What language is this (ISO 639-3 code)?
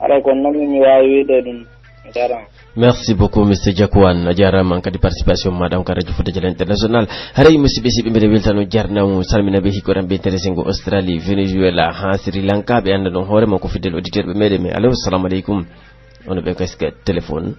fuf